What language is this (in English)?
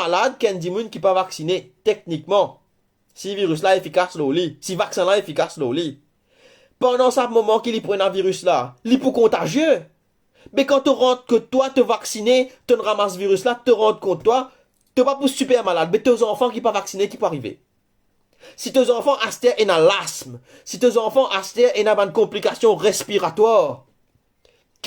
Morisyen